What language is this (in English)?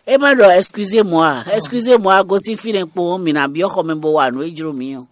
Fon